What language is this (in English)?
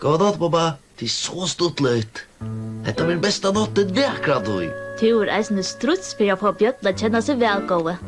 Faroese